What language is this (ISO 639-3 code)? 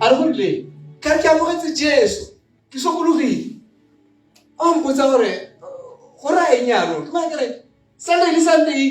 tsn